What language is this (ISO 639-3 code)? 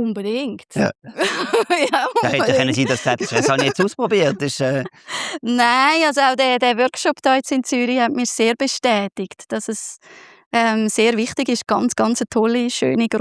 gsw